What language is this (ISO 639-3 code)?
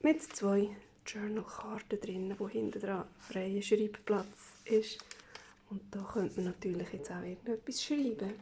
gsw